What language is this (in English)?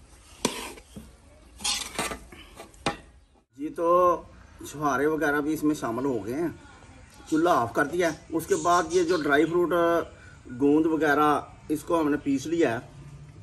Hindi